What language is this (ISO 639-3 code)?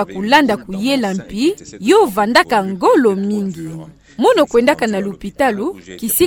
ktu